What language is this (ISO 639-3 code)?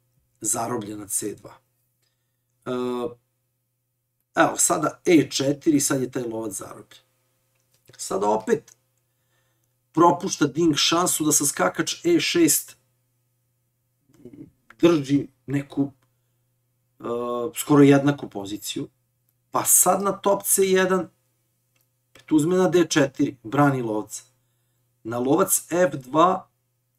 srp